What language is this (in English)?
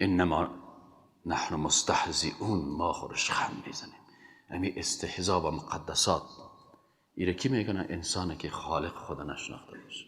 Persian